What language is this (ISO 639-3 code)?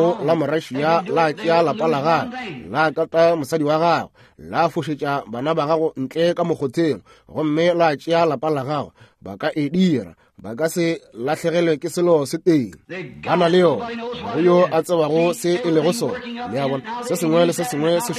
nso